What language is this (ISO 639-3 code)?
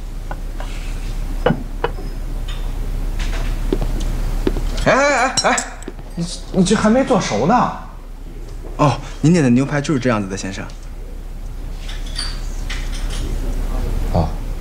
zho